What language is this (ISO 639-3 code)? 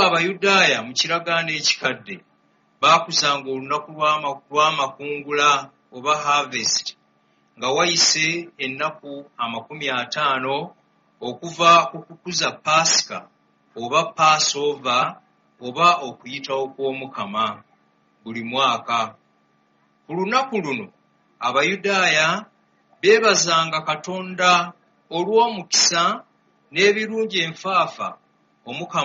lug